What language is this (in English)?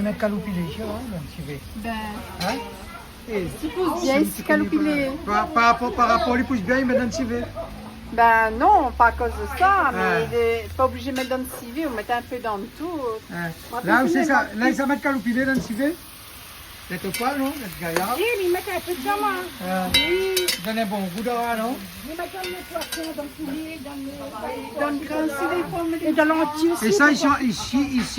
Réunion Creole French